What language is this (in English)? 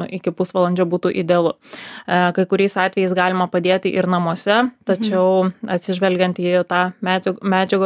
Lithuanian